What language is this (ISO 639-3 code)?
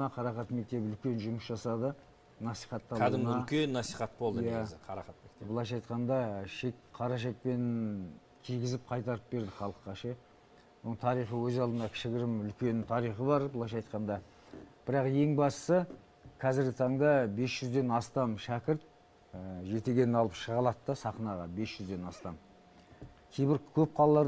kaz